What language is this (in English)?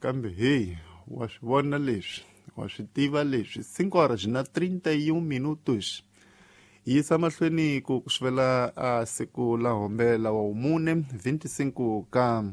Tsonga